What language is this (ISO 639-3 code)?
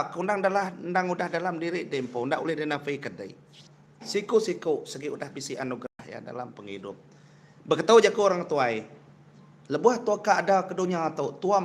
iba